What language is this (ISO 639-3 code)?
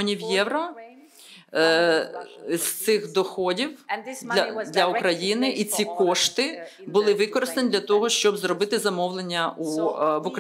ukr